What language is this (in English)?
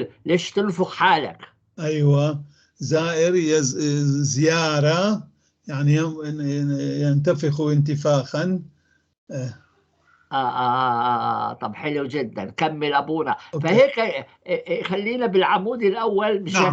North Levantine Arabic